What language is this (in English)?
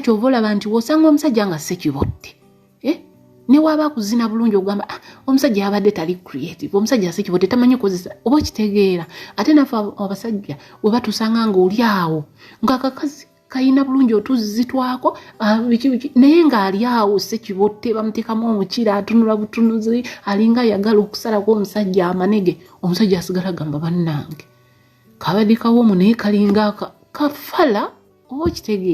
Ganda